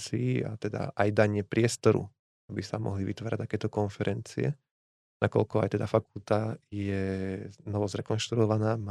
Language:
Slovak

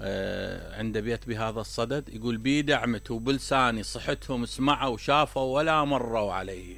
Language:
Mesopotamian Arabic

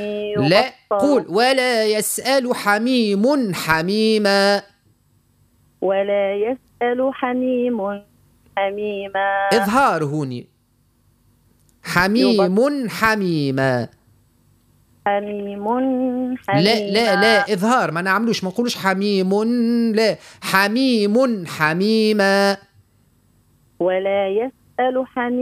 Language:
Arabic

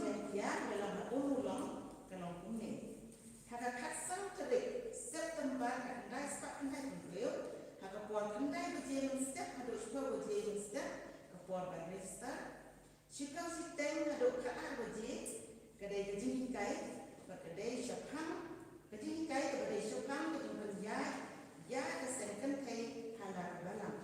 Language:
Khasi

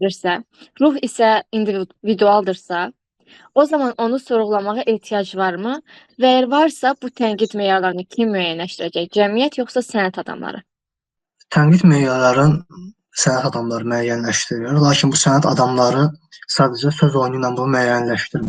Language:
Azerbaijani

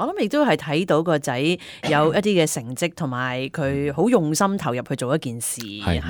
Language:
Cantonese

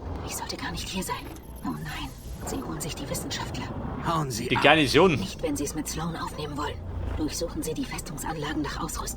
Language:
Bavarian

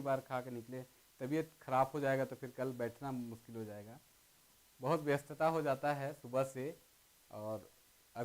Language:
Sadri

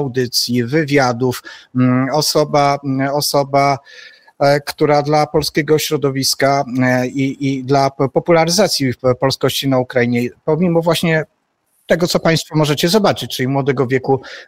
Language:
Polish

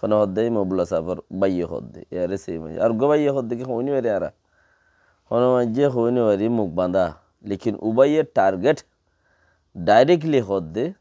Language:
Rohingya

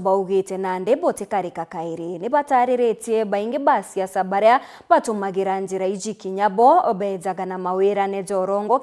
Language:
Meru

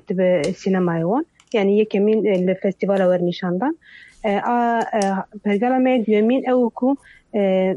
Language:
Kurdish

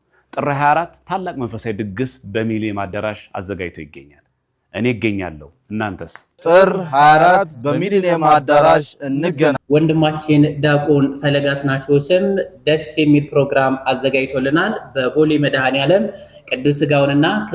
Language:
Amharic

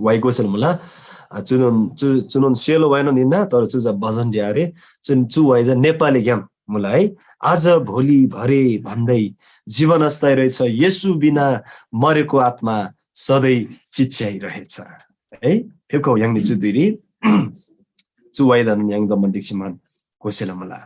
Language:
Eastern Tamang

